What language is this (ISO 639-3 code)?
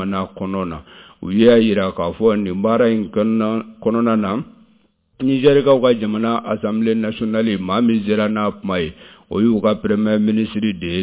bam